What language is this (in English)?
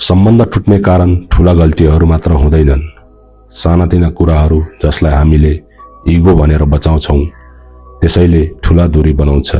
Nepali